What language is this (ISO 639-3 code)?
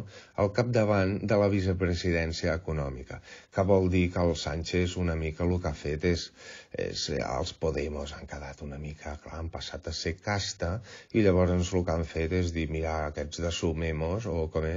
cat